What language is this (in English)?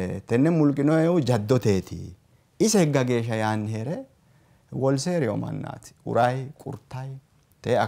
Sidamo